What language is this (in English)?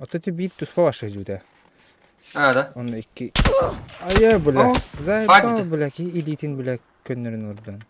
Yakut